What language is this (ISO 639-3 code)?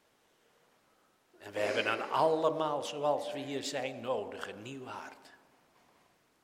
nld